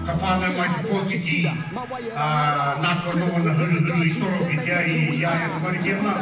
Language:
Māori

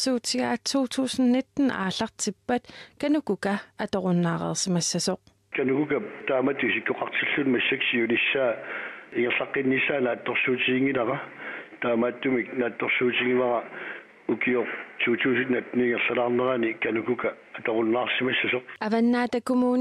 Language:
Kalaallisut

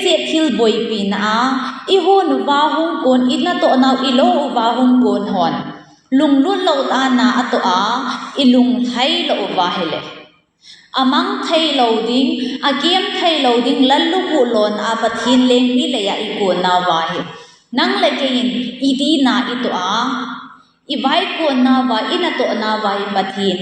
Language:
Thado Chin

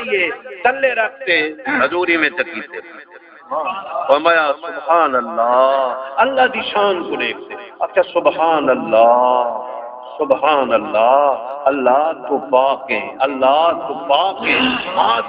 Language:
Saraiki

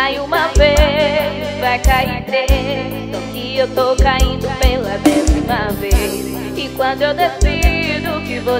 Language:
Portuguese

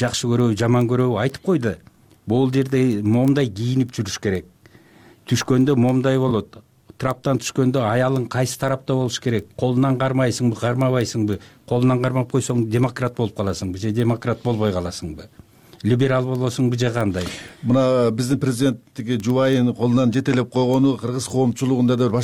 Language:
Kyrgyz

